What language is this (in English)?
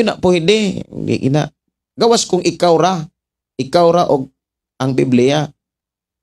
Cebuano